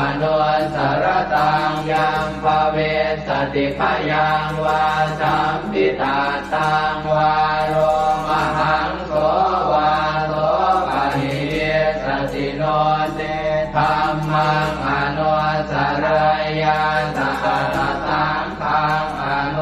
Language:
Pali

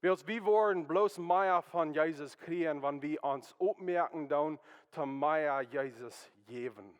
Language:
Plautdietsch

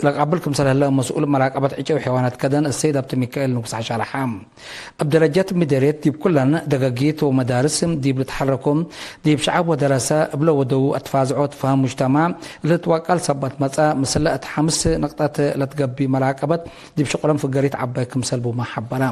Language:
Tigre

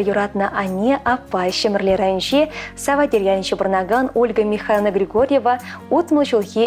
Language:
Chuvash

